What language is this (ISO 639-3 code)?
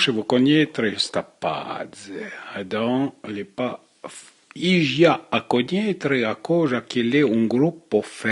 frp